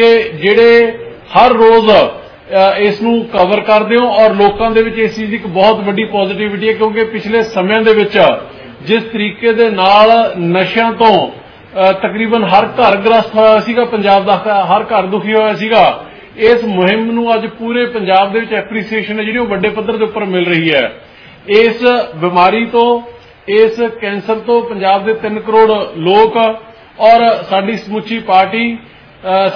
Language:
Punjabi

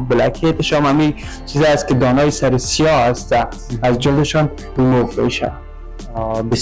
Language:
Persian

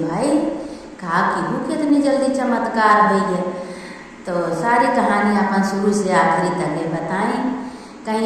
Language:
Awadhi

